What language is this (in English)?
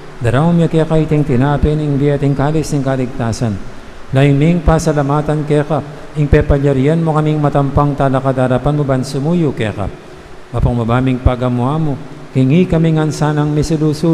Pampanga